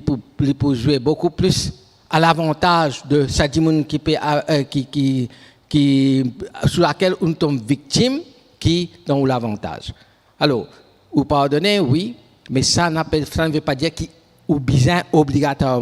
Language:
Morisyen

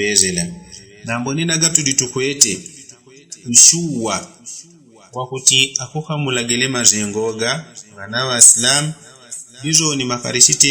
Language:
Yao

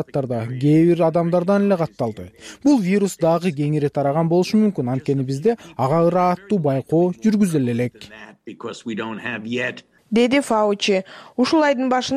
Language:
Kyrgyz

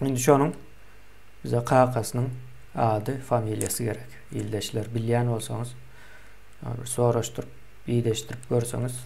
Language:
Turkmen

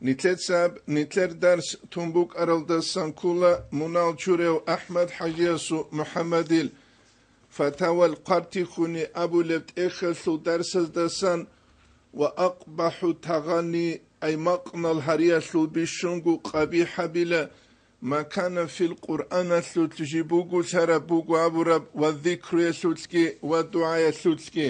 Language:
Avaric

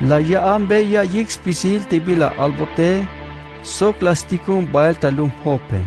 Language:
Tzeltal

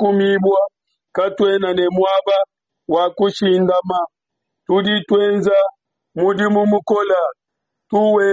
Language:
Luba-Lulua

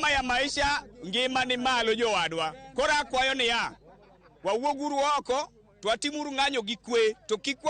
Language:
Luo (Kenya and Tanzania)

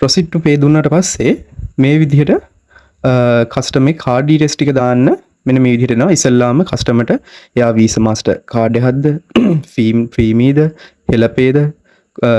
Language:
Sinhala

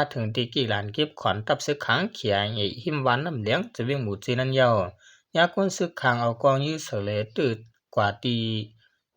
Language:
Shan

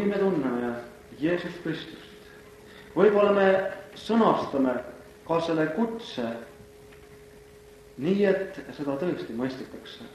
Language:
Estonian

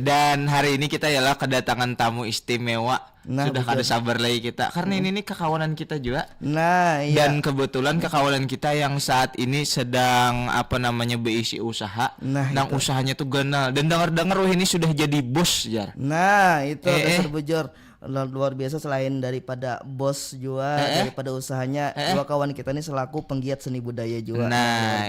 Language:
Banjar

